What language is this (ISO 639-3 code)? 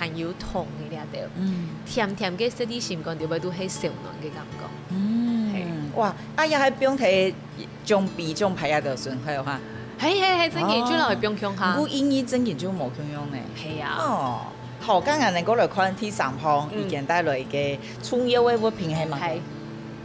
hak